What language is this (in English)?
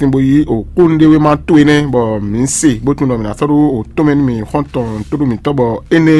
Fon